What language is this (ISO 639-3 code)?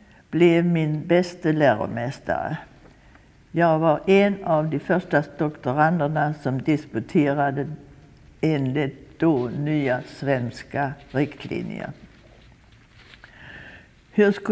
swe